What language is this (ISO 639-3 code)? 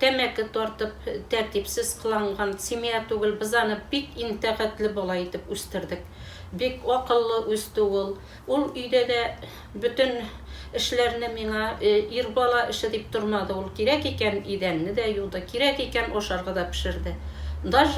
tat